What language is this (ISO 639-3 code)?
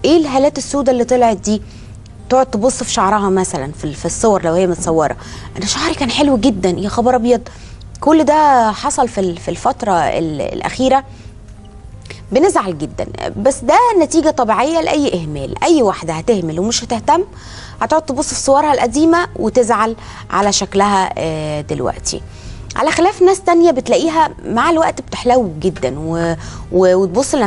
arz